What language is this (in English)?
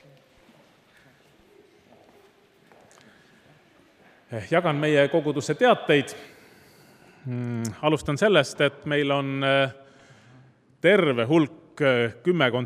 Estonian